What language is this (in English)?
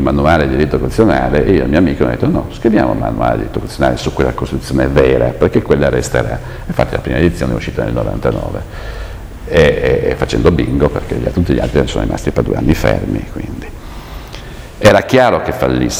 Italian